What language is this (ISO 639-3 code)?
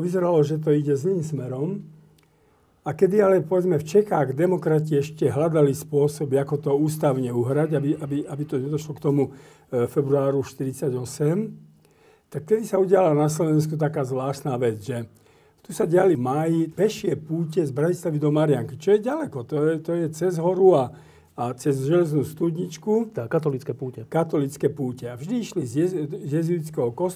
slk